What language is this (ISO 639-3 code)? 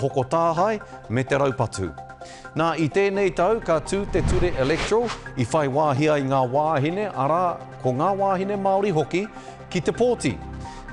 mri